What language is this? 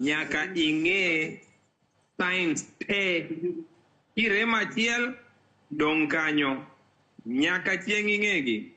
Luo (Kenya and Tanzania)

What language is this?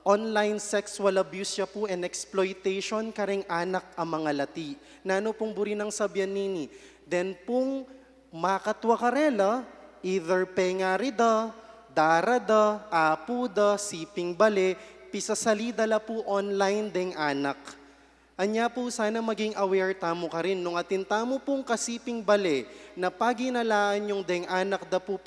Pampanga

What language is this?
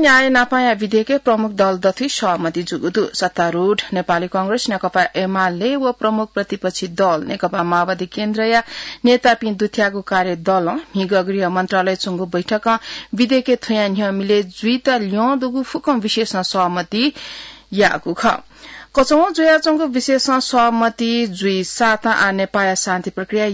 Newari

